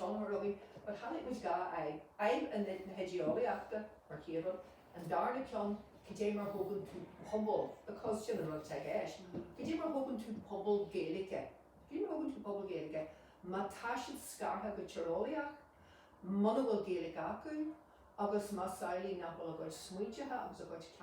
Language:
Irish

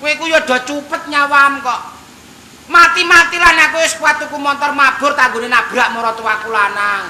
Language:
Javanese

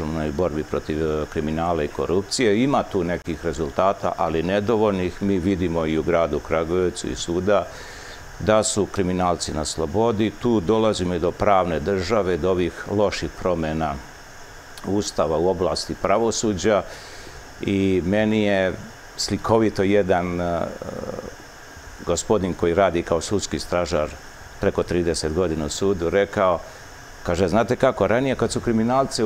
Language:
Serbian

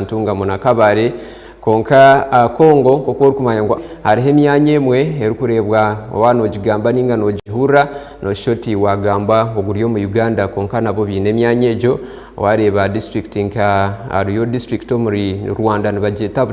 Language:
Nyankole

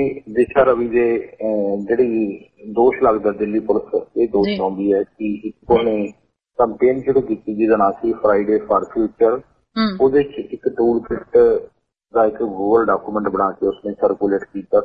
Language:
Punjabi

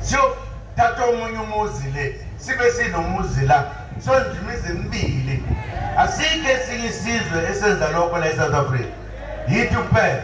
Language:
Zulu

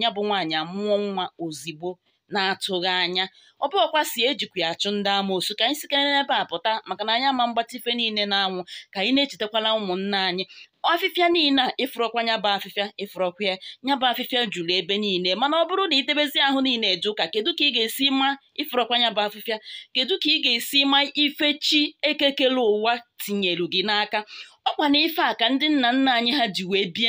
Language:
Igbo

